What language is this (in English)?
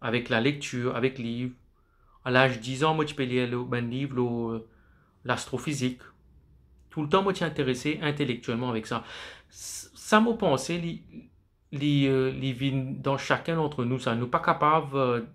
Morisyen